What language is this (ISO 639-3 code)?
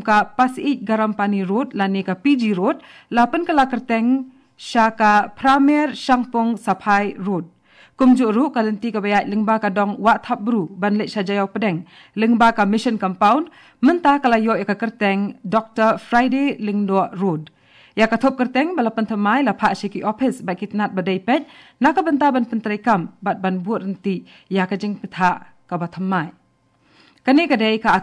kha